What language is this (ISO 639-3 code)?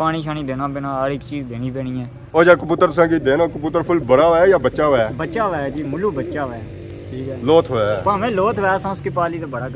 phr